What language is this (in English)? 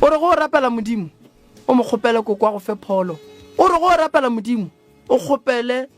Northern Sotho